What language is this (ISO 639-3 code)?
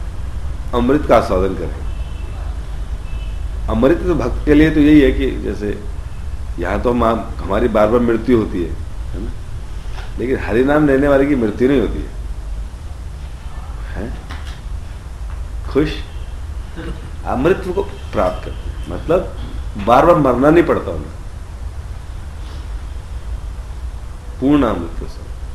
hin